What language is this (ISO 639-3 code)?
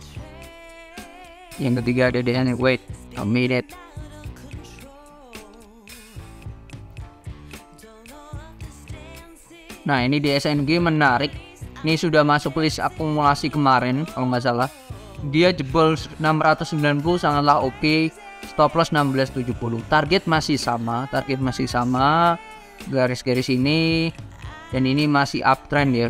ind